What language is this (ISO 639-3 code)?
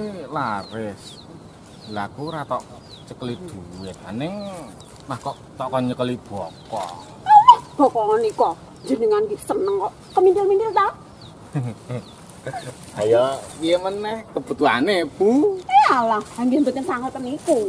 jav